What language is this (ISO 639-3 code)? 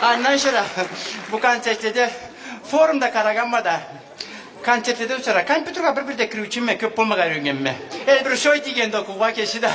krc